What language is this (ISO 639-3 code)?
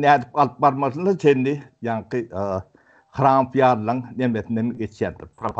tuk